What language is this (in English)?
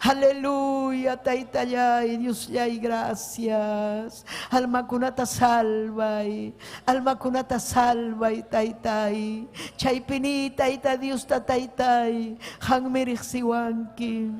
Ayacucho Quechua